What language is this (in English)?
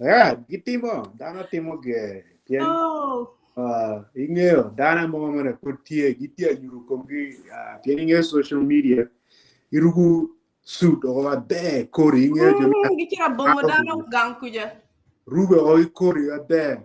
Acoli